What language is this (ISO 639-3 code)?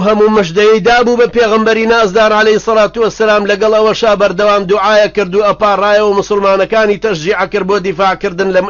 ckb